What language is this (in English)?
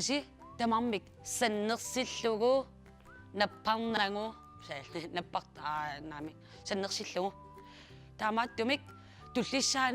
Kalaallisut